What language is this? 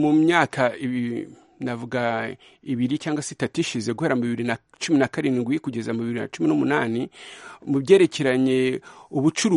Kinyarwanda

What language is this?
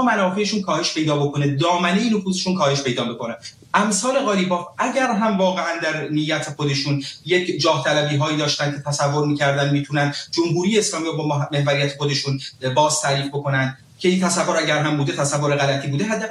Persian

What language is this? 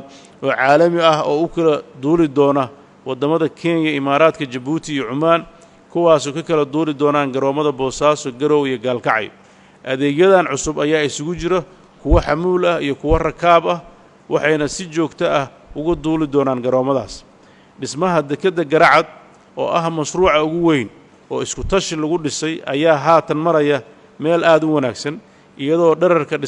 Somali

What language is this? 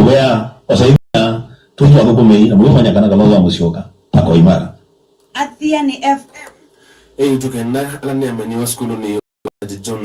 Kamba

